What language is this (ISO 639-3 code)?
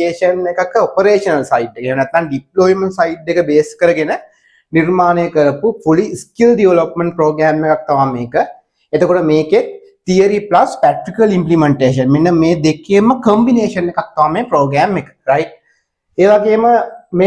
sin